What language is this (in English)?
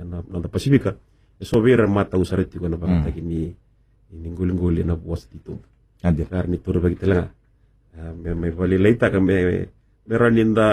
Fijian